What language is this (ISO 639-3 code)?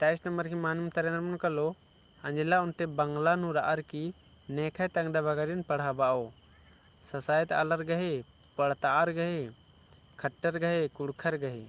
kru